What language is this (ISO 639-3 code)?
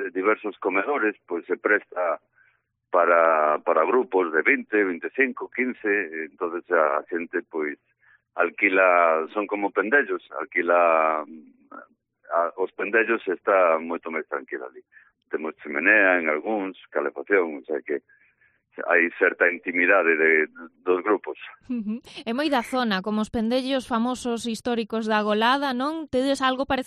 glg